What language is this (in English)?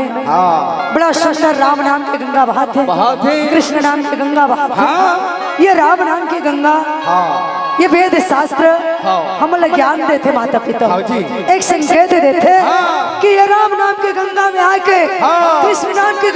Chhattisgarhi